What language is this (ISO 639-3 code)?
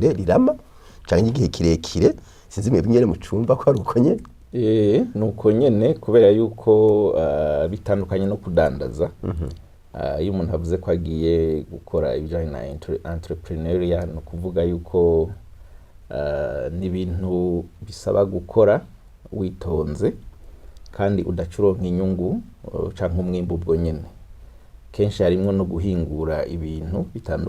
run